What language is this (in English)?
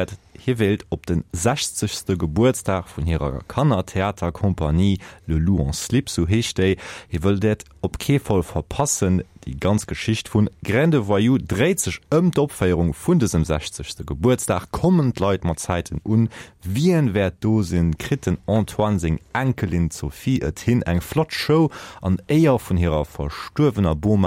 Luxembourgish